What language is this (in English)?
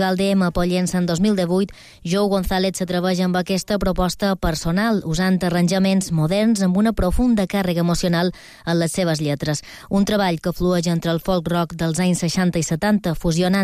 Catalan